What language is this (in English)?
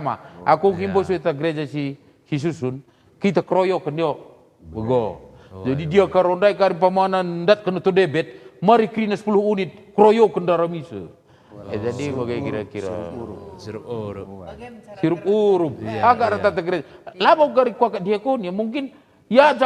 Batak Karo